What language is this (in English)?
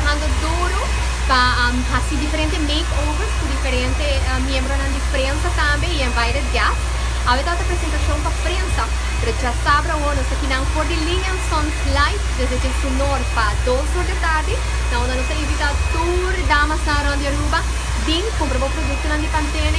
Papiamento